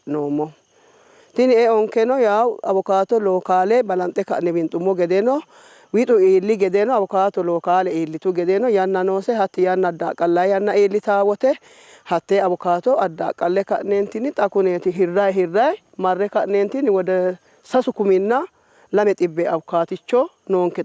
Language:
Sidamo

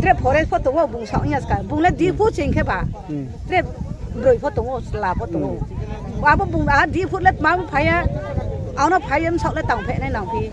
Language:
Riang (India)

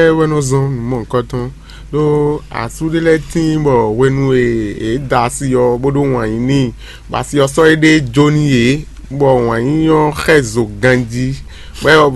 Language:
Fon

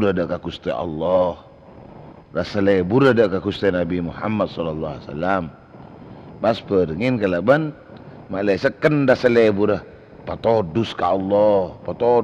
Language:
Madurese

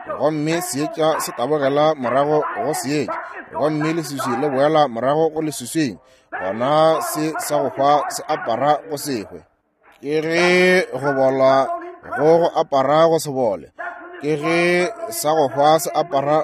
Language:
Northern Sotho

